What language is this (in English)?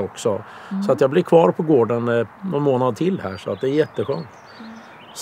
Swedish